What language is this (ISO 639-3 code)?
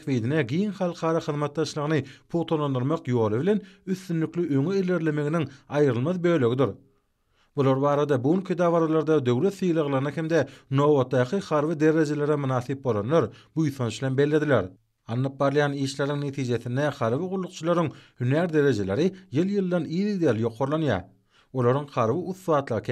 tuk